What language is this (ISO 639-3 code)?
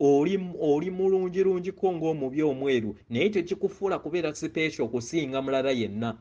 lug